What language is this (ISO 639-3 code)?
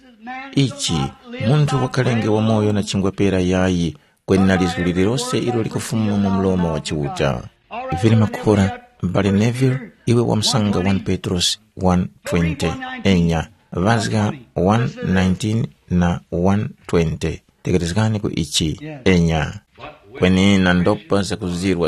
tum